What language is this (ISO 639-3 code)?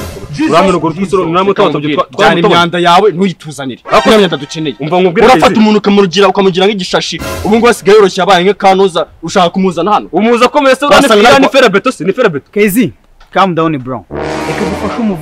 kin